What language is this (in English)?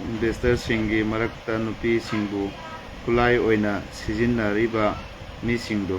Manipuri